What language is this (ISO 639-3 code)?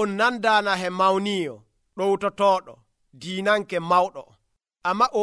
fuv